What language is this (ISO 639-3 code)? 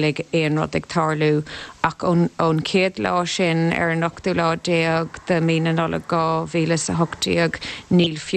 gle